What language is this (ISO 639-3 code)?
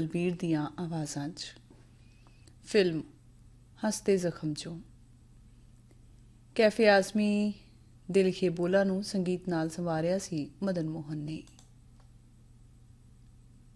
pan